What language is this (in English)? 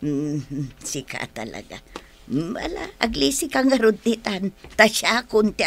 Iloko